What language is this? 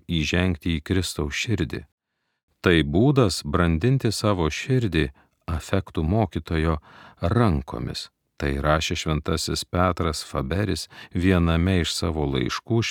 Lithuanian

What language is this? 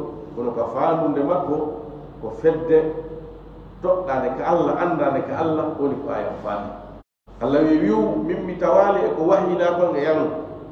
Fula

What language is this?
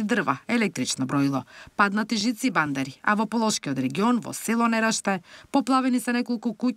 Macedonian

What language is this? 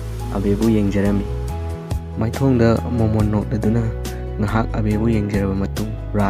Manipuri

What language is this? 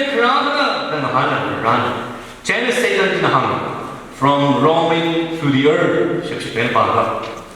Tangkhul Naga (India)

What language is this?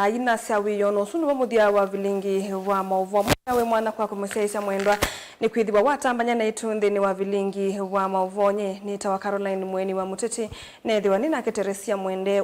Kamba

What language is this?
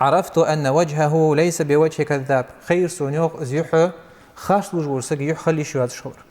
Ingush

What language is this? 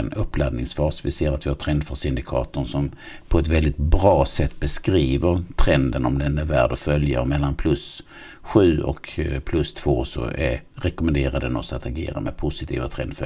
Swedish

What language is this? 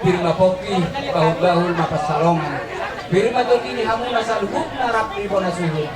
Batak Toba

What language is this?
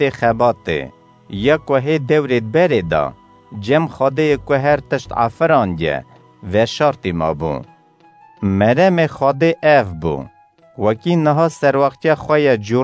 Kurdish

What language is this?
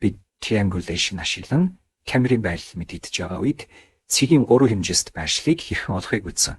Mongolian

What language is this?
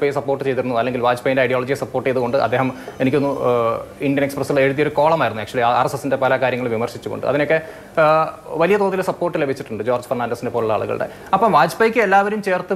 Malayalam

